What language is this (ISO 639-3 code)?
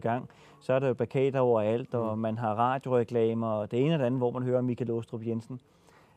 dan